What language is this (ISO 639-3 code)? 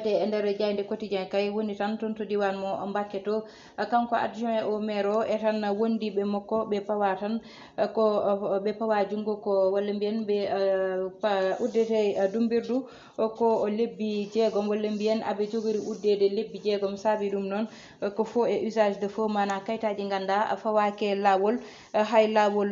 ful